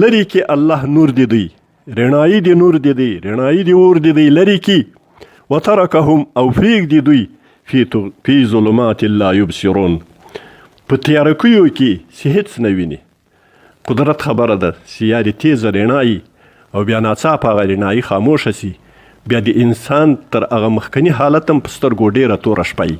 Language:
Pashto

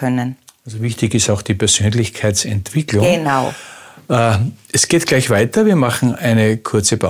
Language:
German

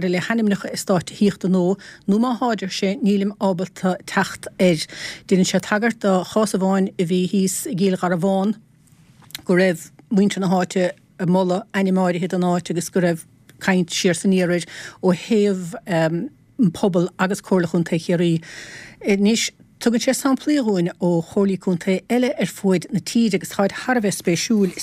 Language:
Irish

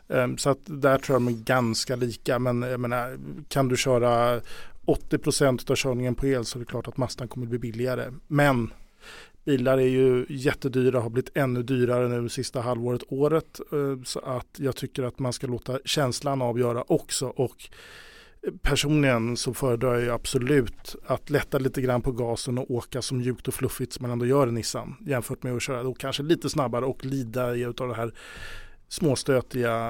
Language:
Swedish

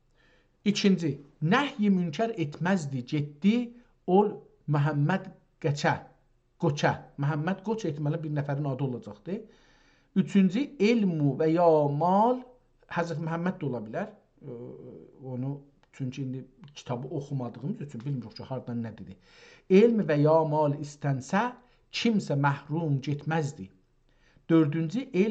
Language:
South Azerbaijani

